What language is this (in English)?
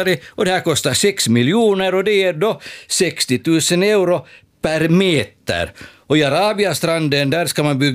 Swedish